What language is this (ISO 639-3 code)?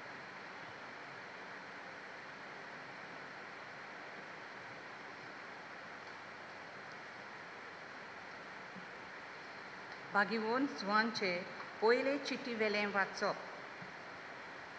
kok